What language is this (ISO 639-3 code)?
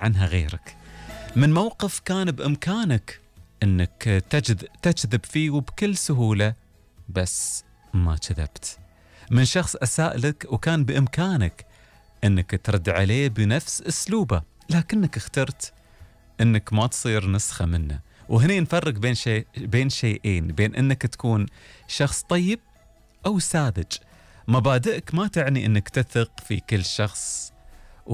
afb